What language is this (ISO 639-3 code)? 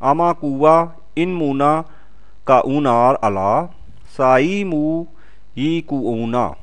hau